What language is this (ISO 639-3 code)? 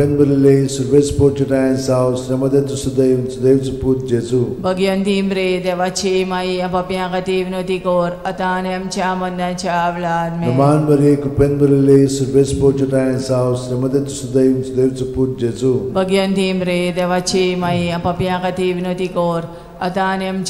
kok